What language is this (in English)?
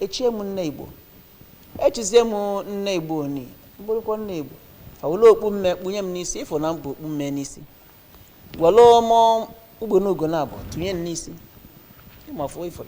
Igbo